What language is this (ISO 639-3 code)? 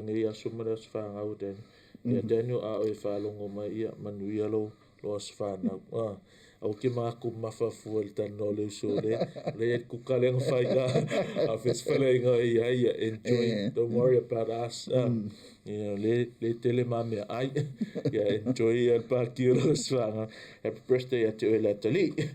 smo